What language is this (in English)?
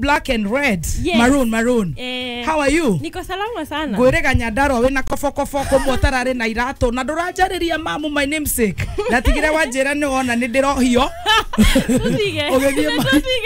Kikuyu